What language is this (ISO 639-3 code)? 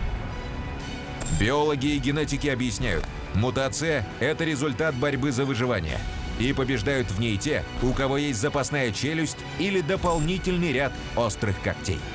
rus